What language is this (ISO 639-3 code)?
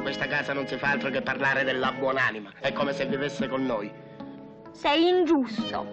ita